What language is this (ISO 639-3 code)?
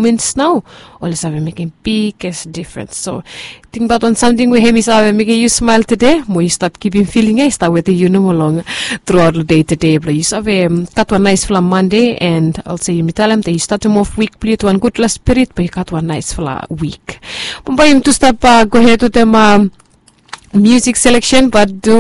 bis